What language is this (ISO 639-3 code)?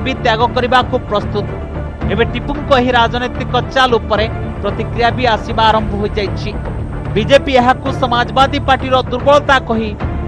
ori